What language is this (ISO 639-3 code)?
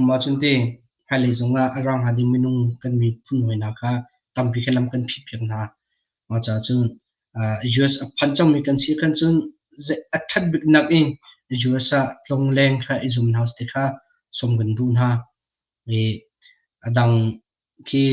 cnh